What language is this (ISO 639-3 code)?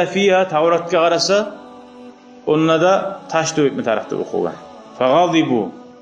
kum